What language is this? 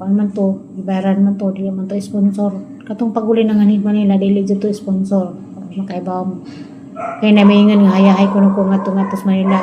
Cebuano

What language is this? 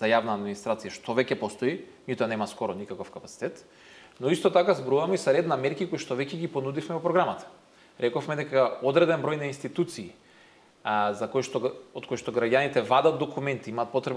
Macedonian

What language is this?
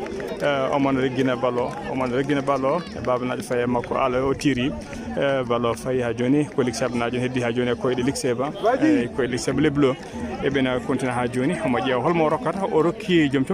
Fula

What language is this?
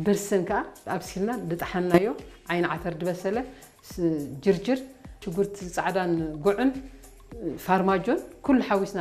Tigrinya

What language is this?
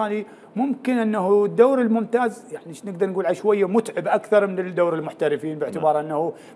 Mesopotamian Arabic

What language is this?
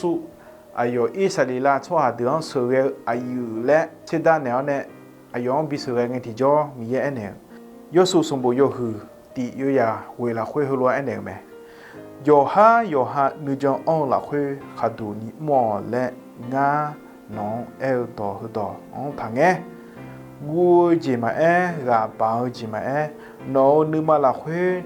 Akha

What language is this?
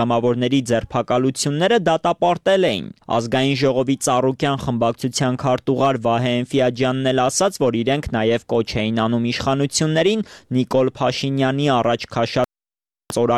Armenian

